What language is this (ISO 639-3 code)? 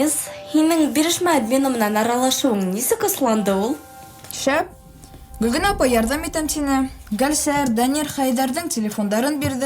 bak